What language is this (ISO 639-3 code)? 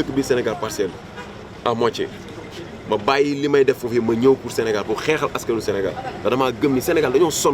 wol